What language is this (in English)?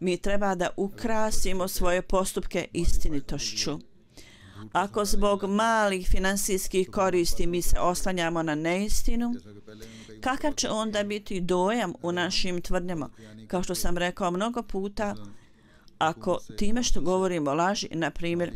Bosnian